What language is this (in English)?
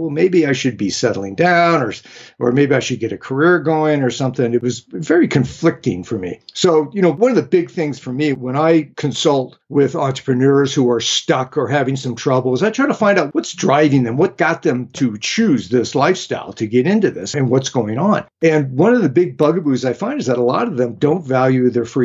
English